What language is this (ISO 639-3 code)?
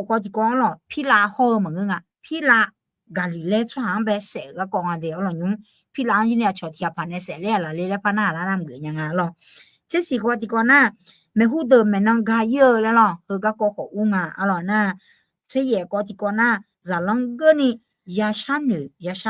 ahk